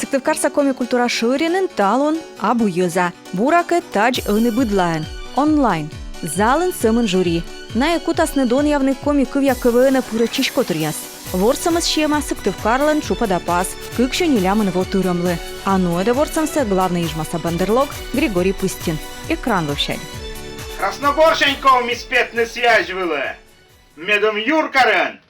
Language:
Komi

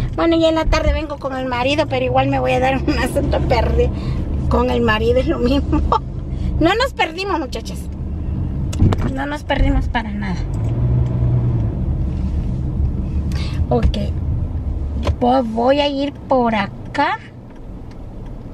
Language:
Spanish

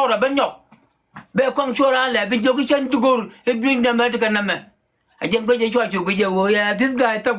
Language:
Nuer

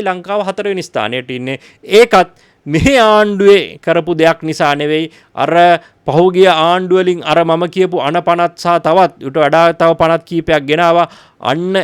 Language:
Sinhala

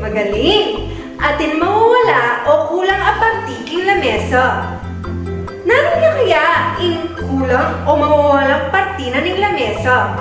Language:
Pampanga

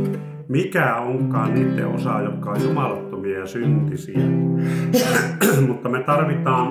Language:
Finnish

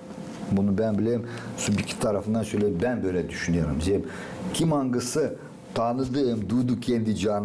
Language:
Gagauz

